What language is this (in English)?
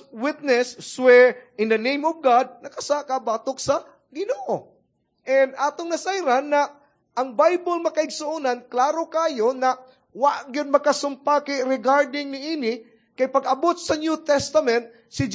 Cebuano